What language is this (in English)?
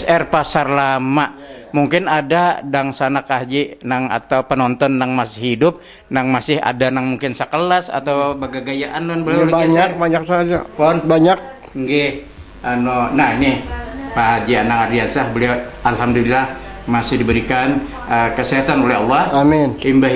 Banjar